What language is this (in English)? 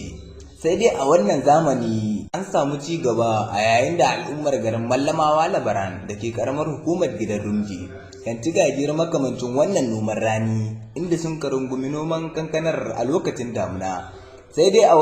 Hausa